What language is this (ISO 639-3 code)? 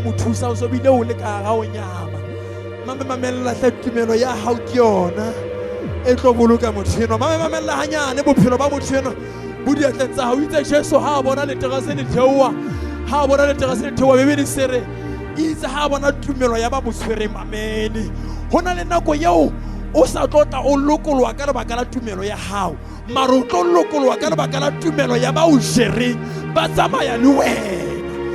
sot